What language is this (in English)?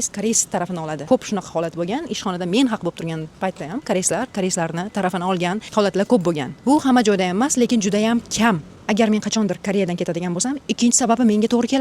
Uzbek